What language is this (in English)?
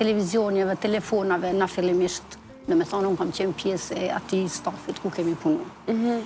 Albanian